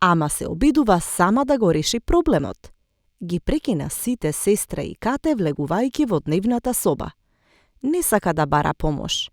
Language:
Macedonian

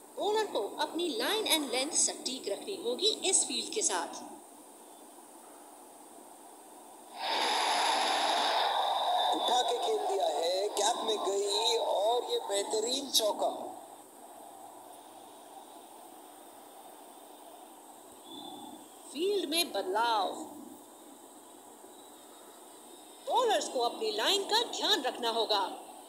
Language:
Hindi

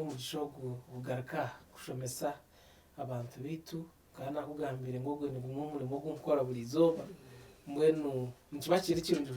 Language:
Nyankole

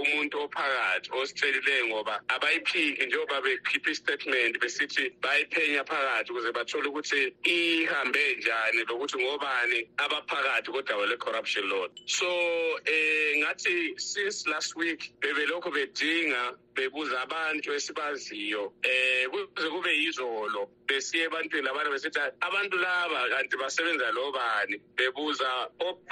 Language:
North Ndebele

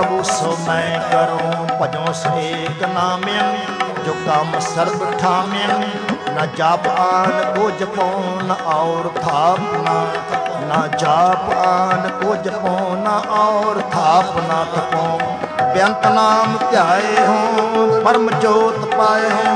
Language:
Punjabi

